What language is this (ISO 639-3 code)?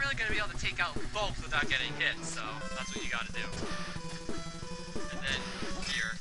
eng